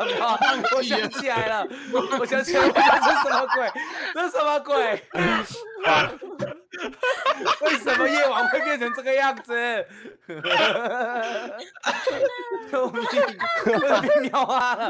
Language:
Chinese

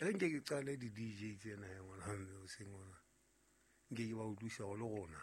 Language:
Southern Sotho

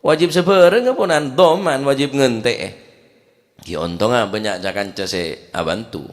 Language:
Madurese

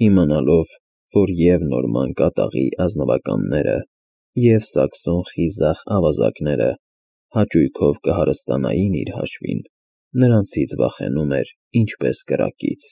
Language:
Armenian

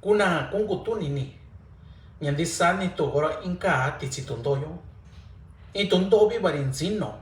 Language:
Mixtepec Mixtec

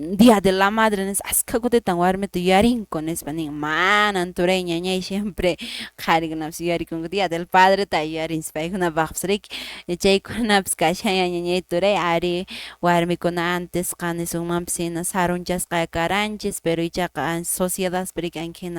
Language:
Quechua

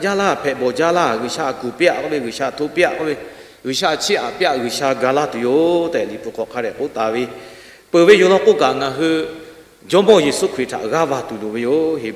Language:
Lahu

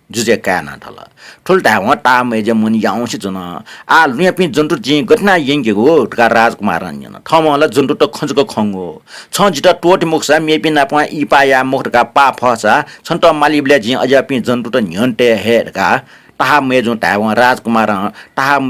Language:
Newari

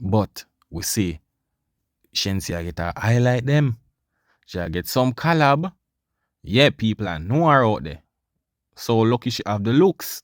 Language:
Jamaican Creole English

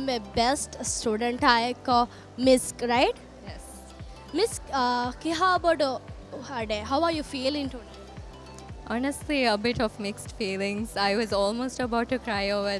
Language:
Divehi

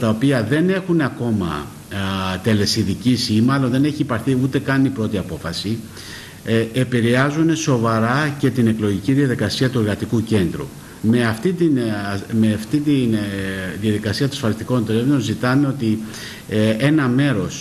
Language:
Greek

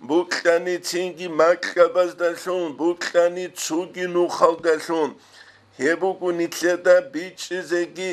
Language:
Avaric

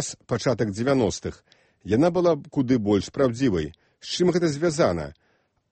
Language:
Belarusian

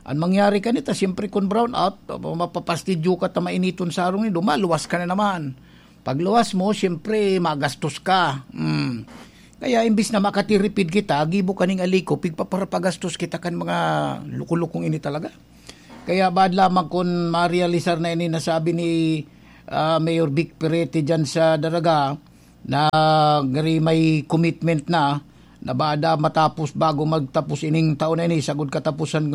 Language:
Bikol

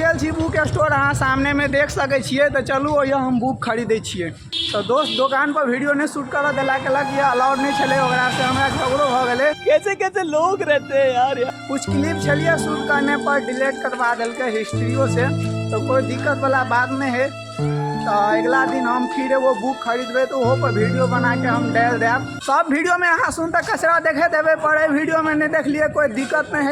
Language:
Maithili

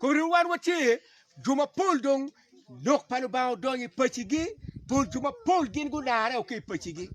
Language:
Acoli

